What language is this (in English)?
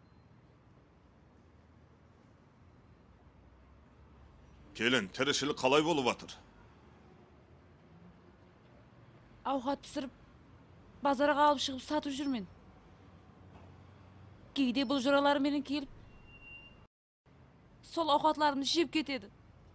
Kara-Kalpak